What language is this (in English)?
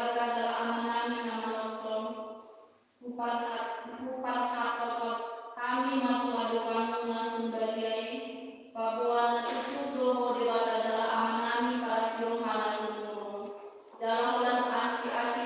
Batak Toba